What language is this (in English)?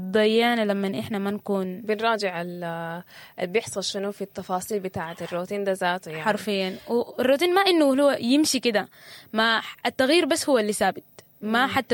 Sudanese Arabic